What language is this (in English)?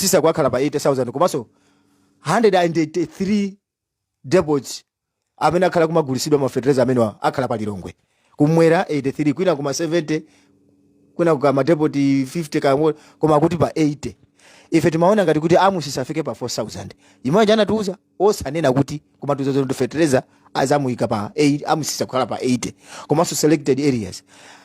Nyanja